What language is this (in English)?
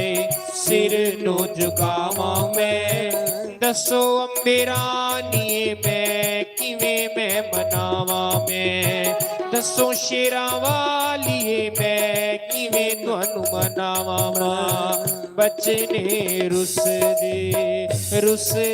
Dogri